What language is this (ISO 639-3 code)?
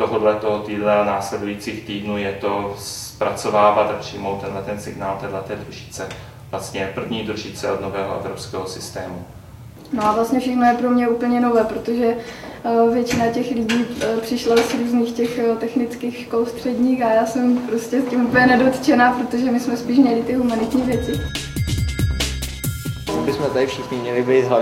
ces